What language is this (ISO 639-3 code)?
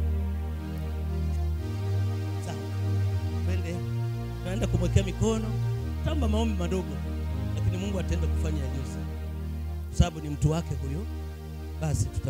swa